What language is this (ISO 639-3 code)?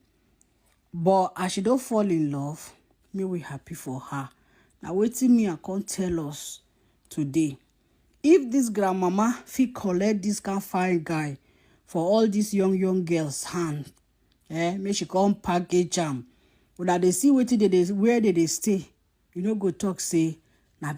pcm